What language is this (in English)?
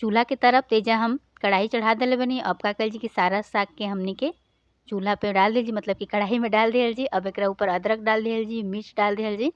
Bhojpuri